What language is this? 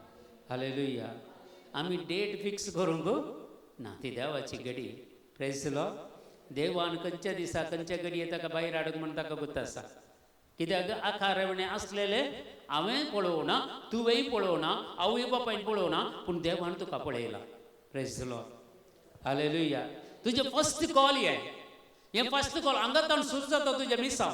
Konkani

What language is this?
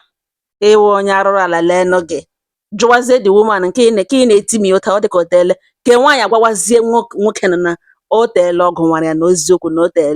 Igbo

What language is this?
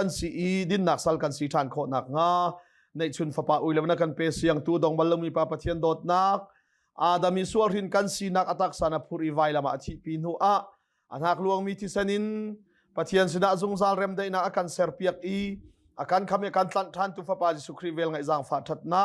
Hakha Chin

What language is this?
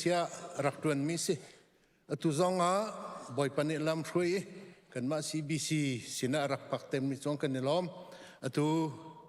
Hakha Chin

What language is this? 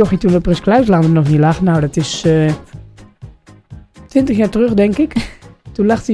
Dutch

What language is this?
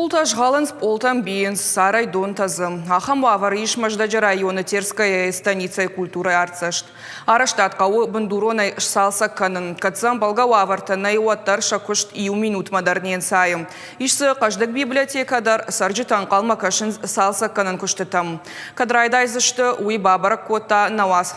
Ossetic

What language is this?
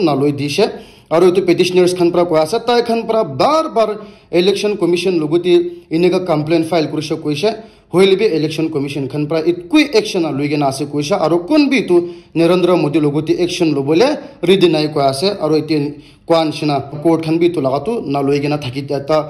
Naga Pidgin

